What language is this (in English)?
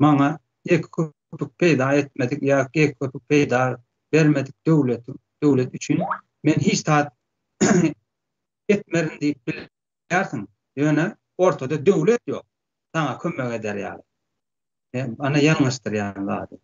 Turkmen